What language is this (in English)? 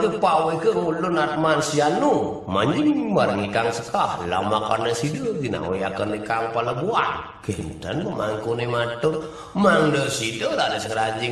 Balinese